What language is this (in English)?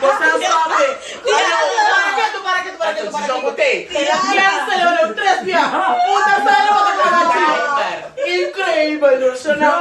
Papiamento